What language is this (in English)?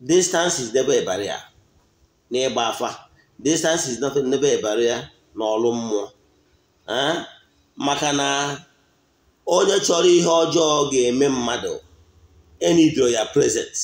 Igbo